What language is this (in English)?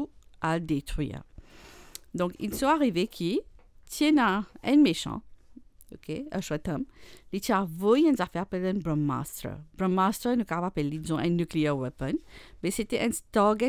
Morisyen